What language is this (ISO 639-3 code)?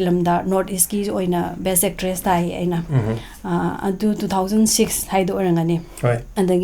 mni